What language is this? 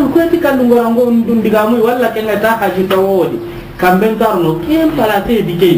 Soninke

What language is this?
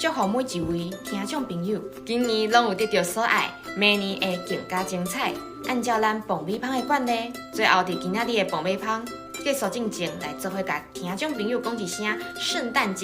Min Nan Chinese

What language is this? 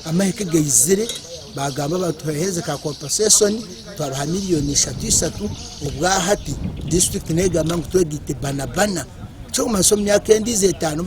Nyankole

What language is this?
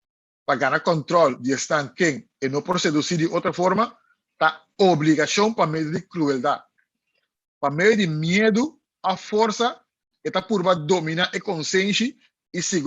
Papiamento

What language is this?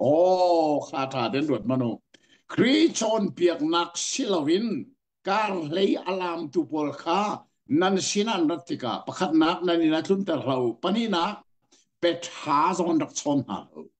Hakha Chin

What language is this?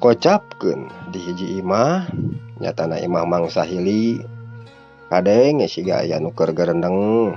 Sundanese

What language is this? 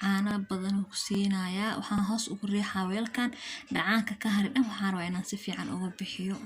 Somali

